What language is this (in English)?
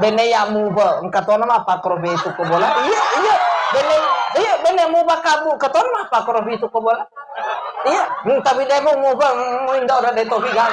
Buginese